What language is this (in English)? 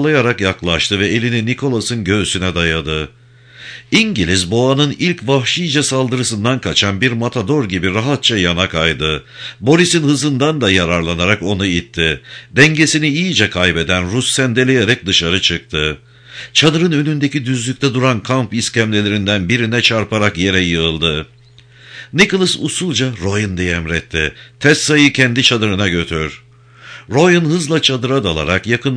Turkish